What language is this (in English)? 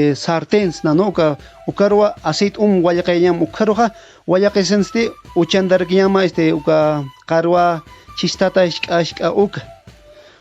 Aymara